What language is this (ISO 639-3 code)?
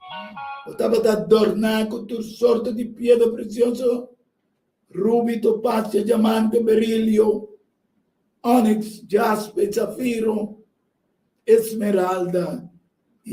pap